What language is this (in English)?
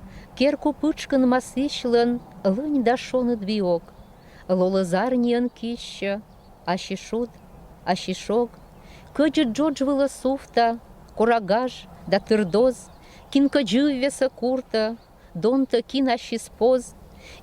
Komi-Permyak